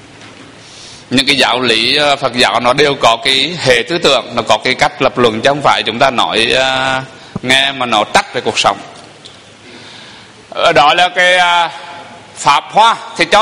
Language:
Vietnamese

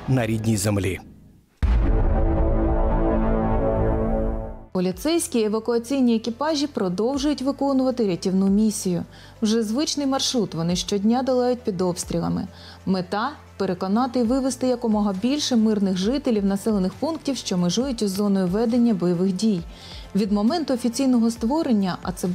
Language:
Ukrainian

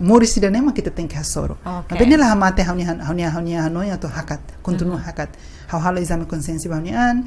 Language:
Tetum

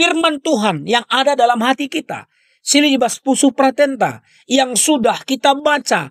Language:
Batak Karo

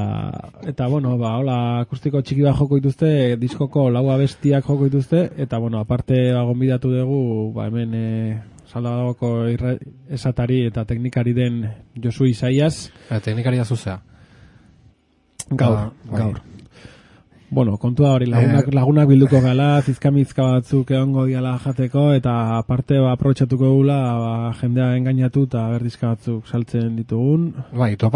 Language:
Basque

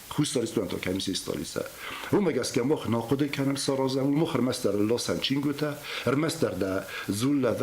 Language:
Ossetic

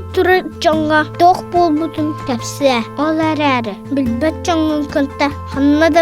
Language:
Yakut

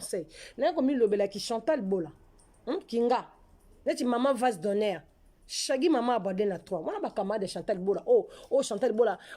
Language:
Lingala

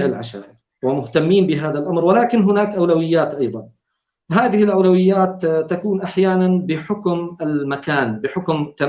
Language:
North Levantine Arabic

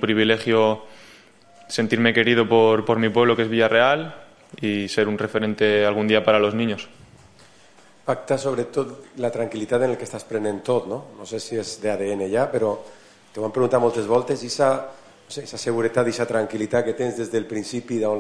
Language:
Catalan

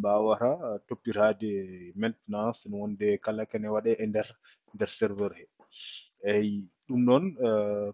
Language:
Fula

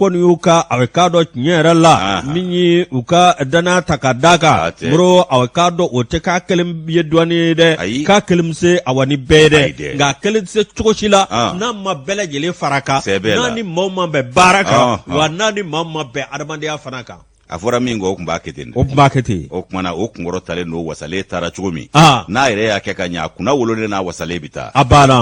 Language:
Bambara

